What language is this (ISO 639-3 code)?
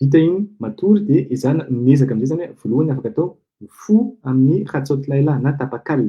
mlg